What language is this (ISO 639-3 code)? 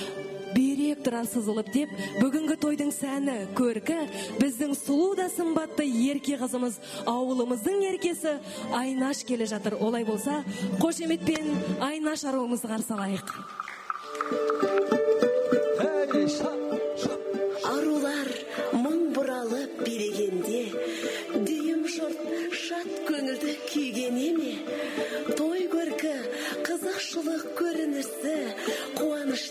kaz